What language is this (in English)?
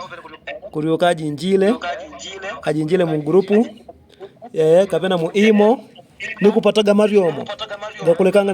Yao